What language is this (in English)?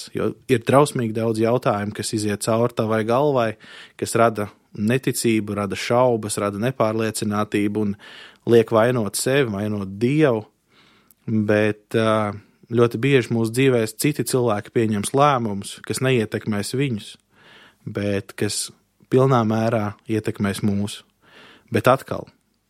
Latvian